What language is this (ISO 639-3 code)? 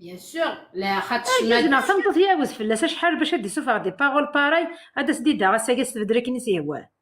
kab